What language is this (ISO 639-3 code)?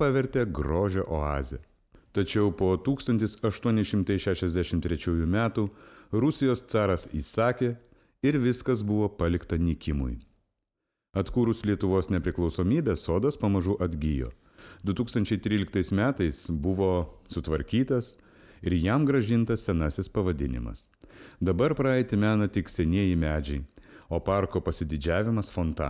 lit